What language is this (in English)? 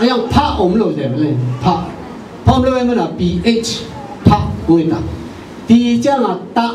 Tedim Chin